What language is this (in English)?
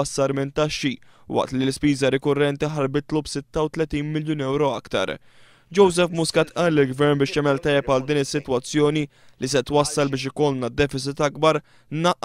Maltese